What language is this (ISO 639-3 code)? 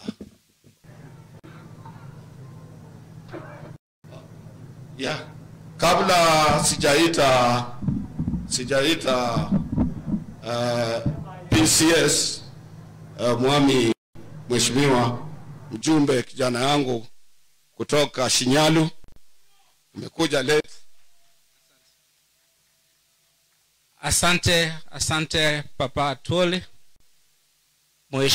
swa